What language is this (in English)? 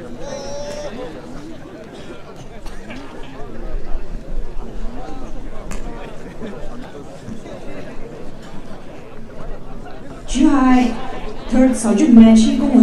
Poumei Naga